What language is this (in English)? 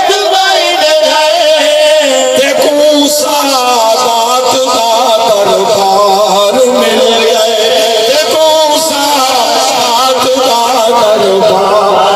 Saraiki